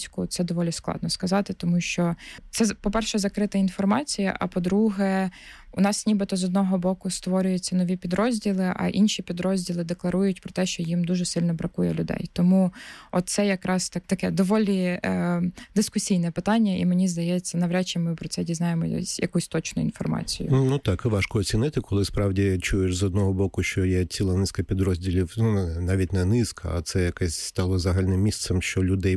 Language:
Ukrainian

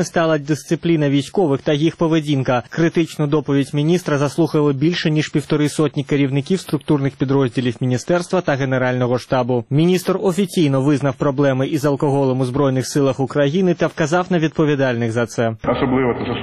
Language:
Ukrainian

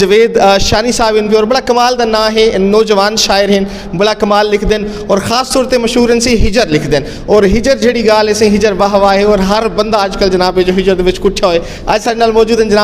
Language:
Saraiki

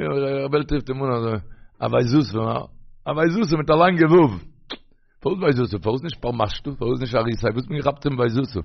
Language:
Yiddish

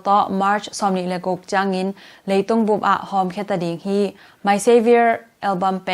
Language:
Tedim Chin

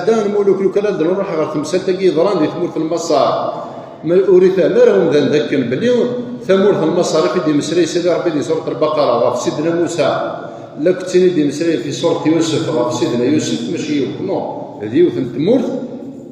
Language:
Kabyle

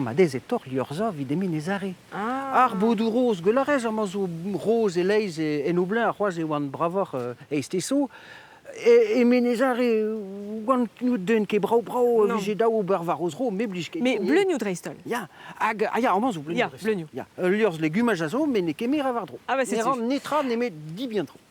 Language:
Breton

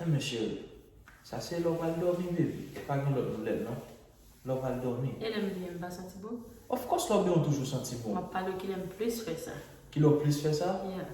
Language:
Haitian Creole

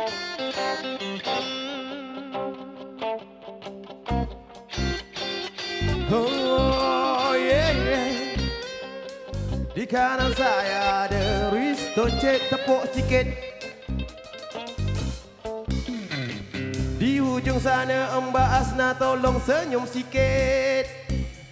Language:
Malay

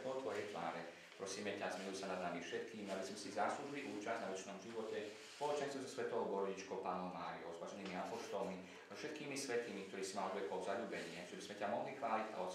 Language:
Slovak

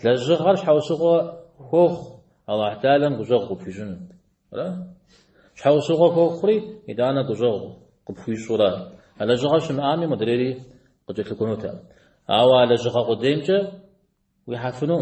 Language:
Kabardian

